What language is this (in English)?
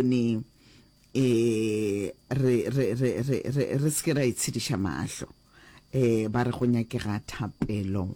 Northern Sotho